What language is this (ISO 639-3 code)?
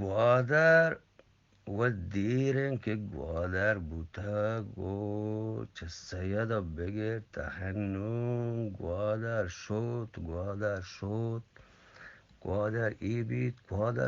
bgp